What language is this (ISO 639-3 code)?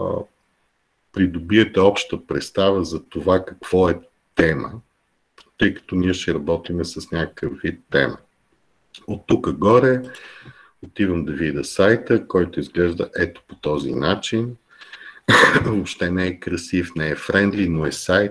bul